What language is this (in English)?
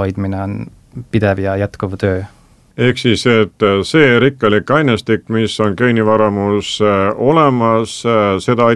Estonian